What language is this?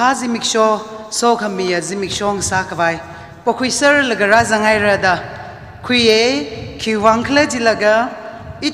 Tangkhul Naga (India)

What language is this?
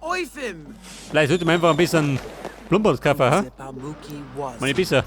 Bavarian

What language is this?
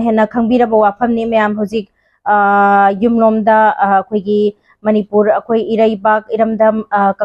Manipuri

